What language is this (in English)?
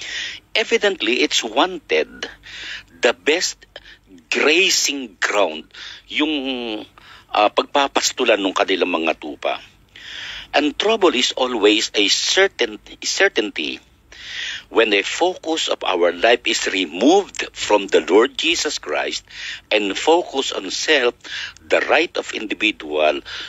Filipino